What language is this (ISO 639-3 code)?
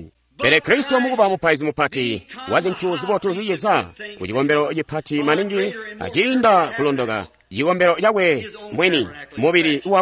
toi